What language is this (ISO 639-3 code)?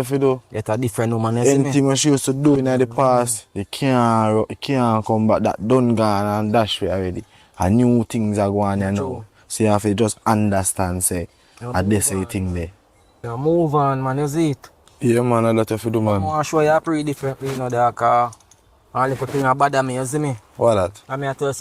jam